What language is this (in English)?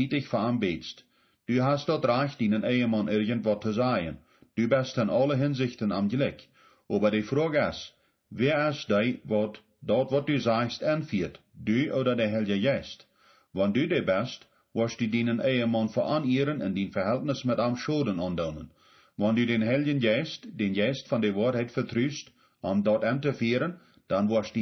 Plautdietsch